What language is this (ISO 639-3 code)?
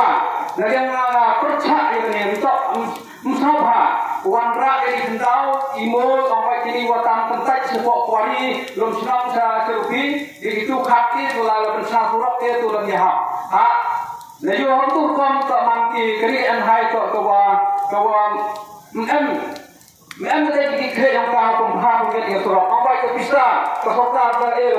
kha